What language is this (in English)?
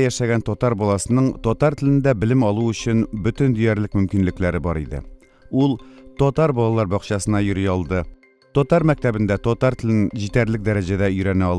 Tatar